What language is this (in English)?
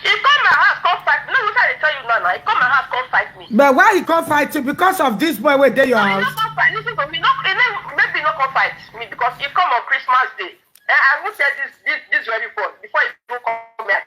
Nigerian Pidgin